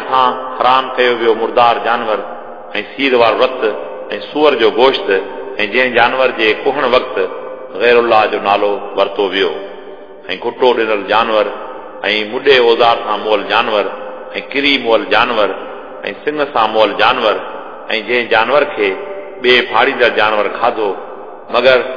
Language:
Sindhi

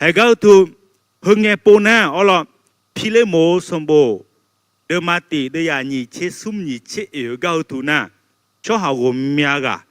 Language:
Akha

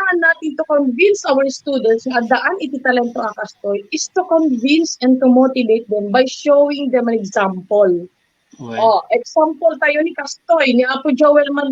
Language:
Iloko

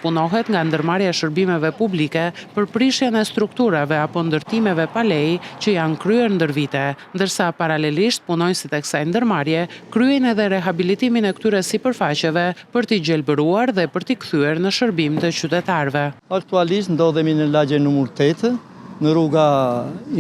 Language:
Albanian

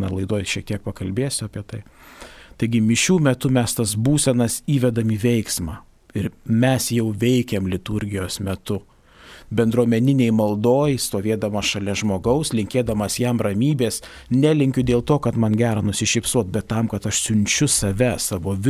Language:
Lithuanian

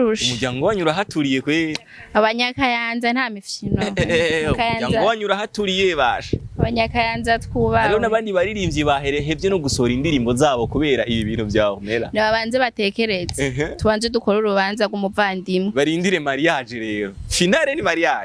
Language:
Rundi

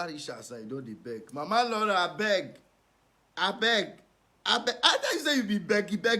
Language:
Nigerian Pidgin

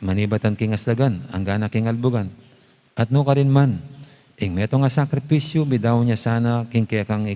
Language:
Pampanga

